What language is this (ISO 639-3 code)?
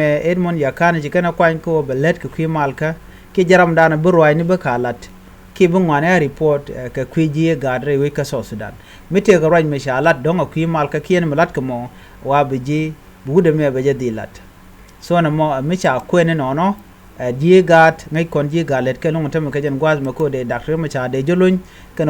nus